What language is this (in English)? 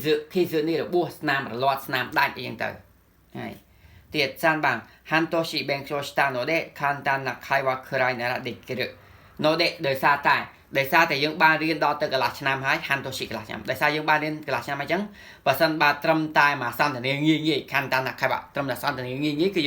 Khmer